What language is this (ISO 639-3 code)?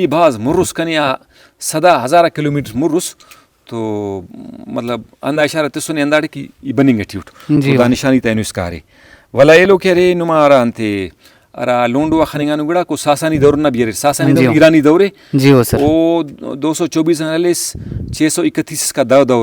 brh